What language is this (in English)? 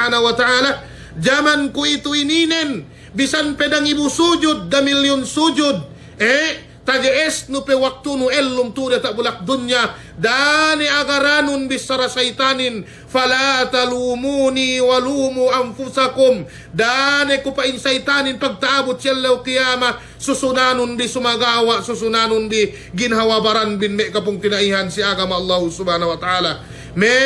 Yakan